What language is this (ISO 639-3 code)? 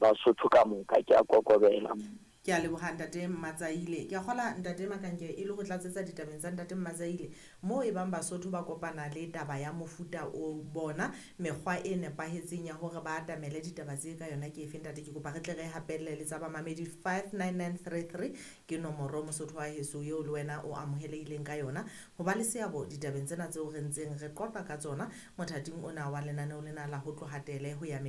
sot